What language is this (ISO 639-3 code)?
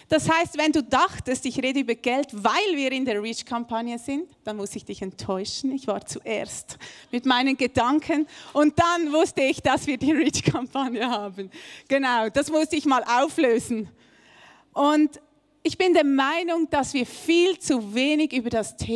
gsw